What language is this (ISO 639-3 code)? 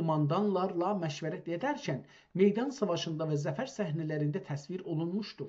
azb